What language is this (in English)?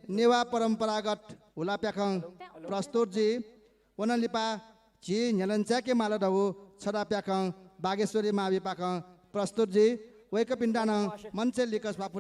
Newari